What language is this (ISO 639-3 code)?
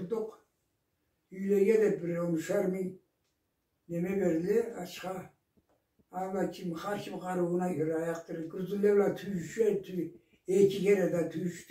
krc